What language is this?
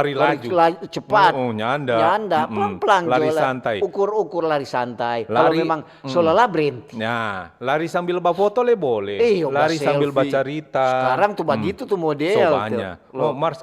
Manado Malay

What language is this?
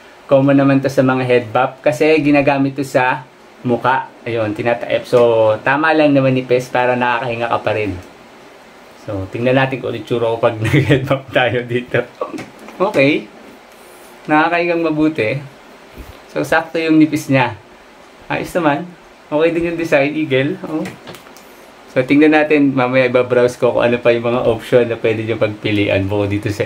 Filipino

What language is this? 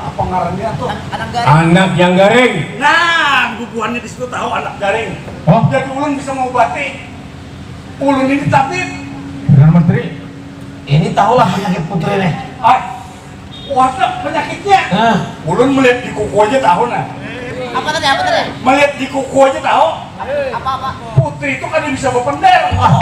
Banjar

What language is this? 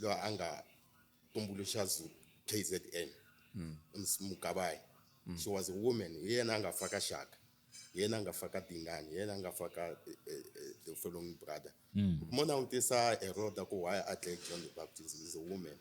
Tsonga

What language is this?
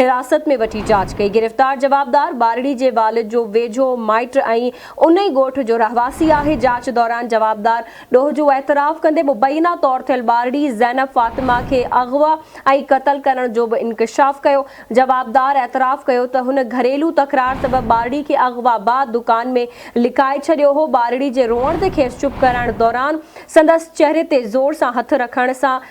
Sindhi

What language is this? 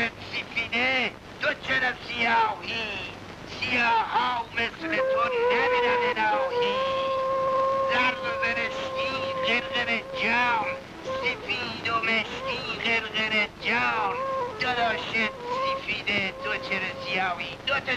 Persian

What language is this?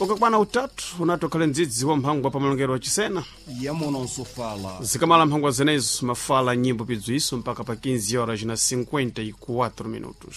Sena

